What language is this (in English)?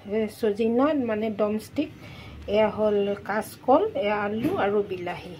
Assamese